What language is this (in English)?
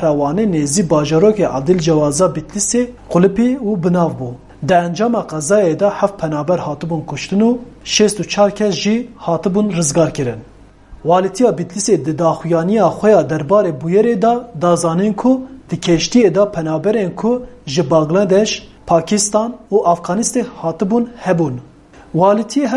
Kurdish